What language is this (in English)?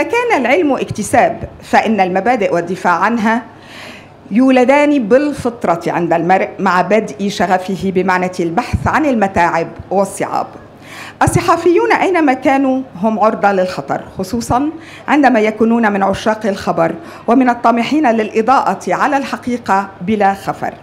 Arabic